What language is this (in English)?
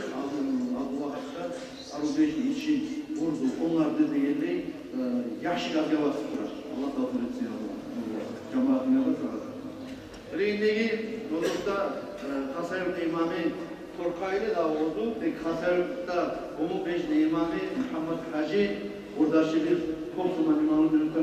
Kumyk